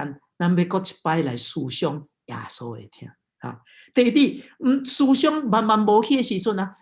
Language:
Min Nan Chinese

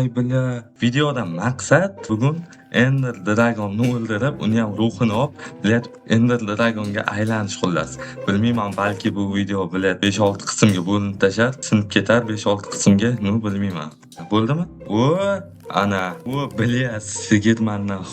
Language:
Uzbek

